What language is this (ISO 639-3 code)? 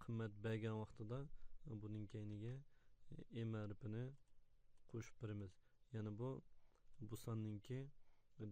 uig